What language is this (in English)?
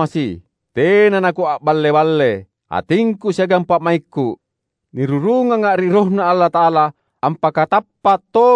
Makasar